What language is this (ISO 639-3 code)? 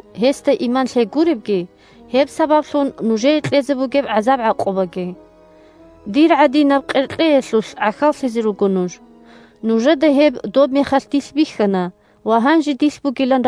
ava